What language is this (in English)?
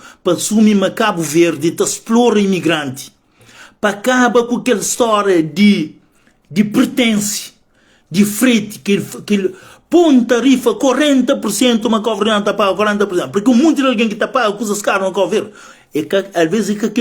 Kabuverdianu